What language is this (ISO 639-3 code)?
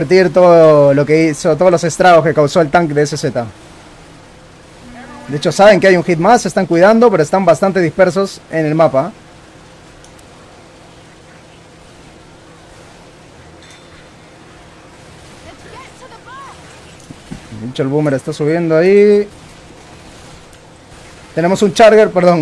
spa